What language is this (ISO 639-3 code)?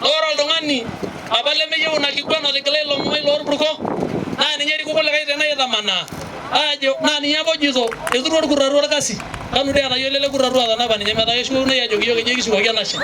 mas